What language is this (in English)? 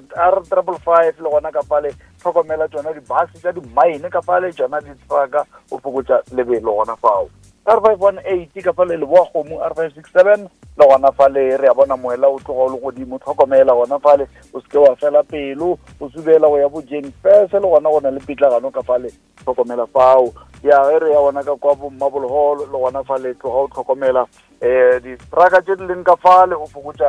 Northern Sotho